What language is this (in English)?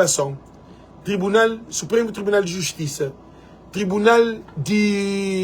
Kabuverdianu